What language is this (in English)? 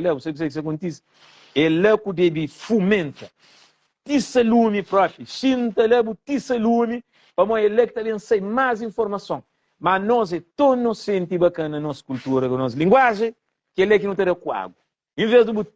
Kabuverdianu